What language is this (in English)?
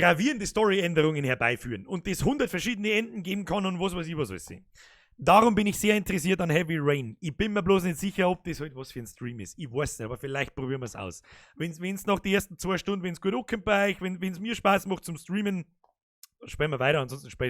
Bavarian